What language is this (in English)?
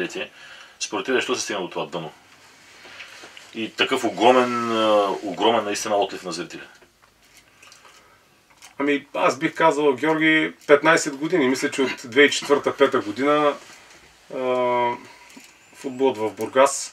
Bulgarian